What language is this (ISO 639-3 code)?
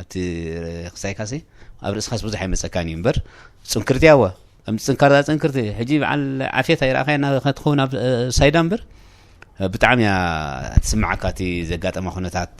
tir